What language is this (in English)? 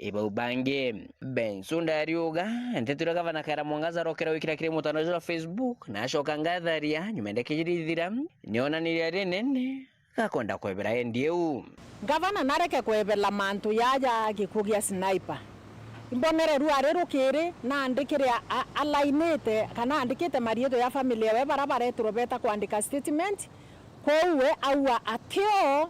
Meru